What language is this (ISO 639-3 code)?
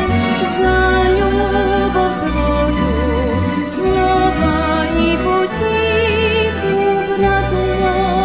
rue